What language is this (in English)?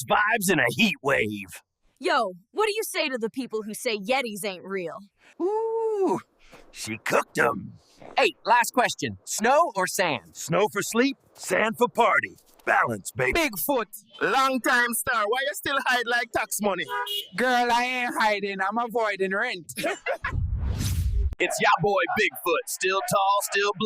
Jamaican Creole English